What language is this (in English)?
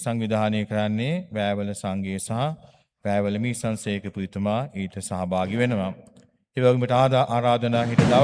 Sinhala